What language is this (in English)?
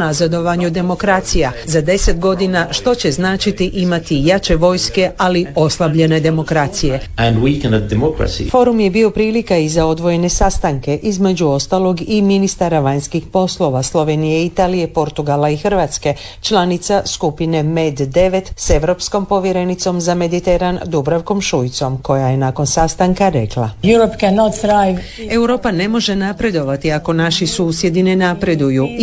Croatian